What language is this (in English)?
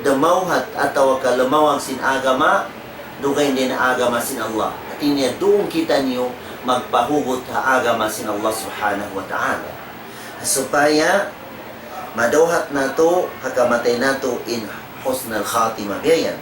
Tausug